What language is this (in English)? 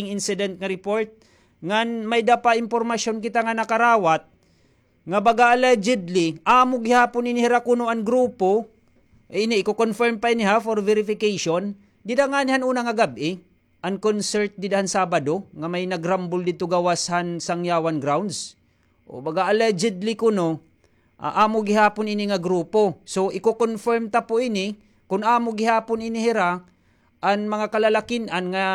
Waray